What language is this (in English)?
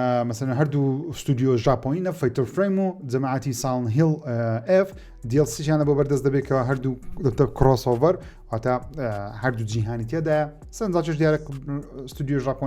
Central Kurdish